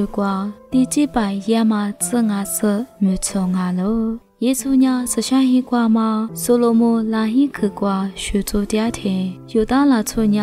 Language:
Lisu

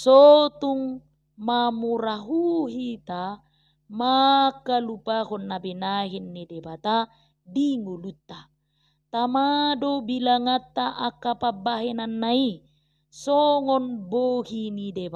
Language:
Batak Toba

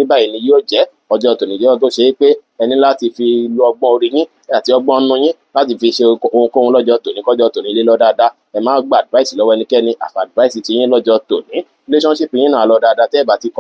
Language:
Yoruba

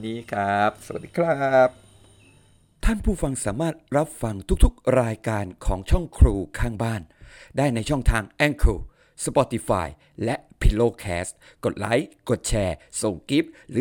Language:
Thai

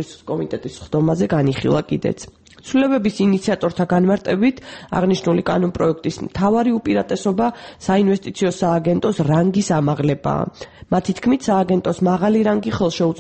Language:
Georgian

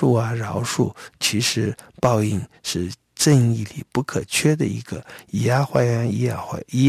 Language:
Chinese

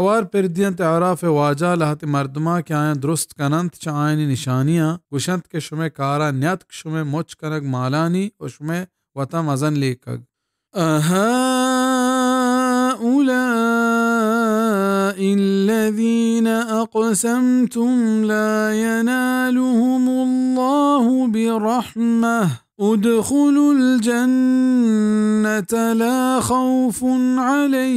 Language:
Baluchi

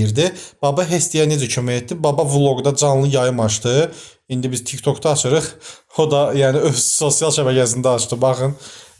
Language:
Azerbaijani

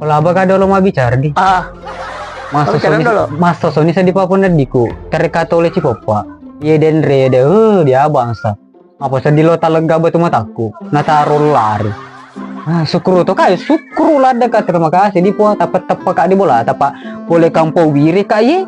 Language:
Buginese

